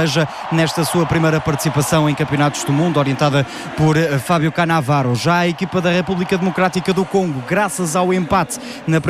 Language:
Portuguese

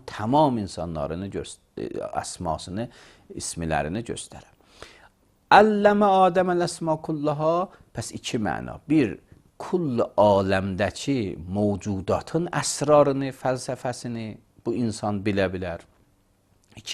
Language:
Azerbaijani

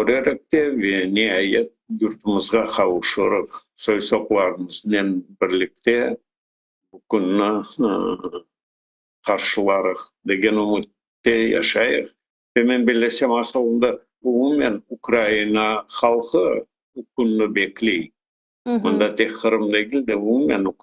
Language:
Crimean Tatar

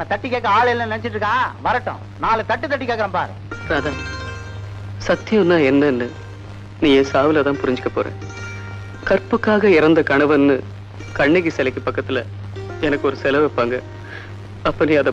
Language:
Tamil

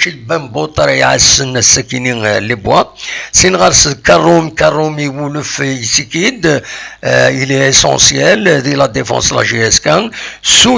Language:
Kabyle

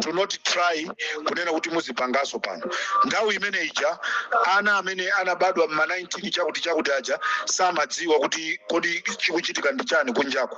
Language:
Nyanja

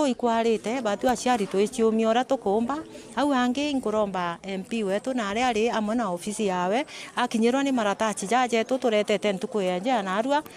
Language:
Meru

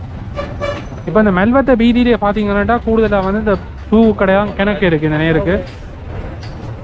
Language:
Tamil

